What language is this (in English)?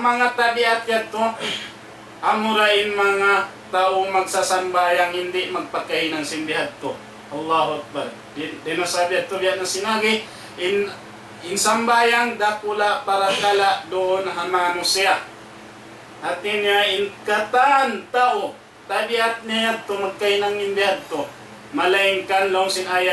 Tausug